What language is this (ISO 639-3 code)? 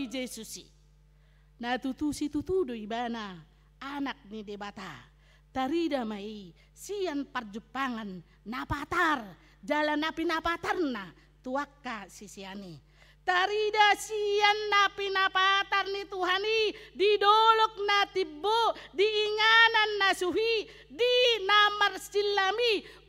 bbc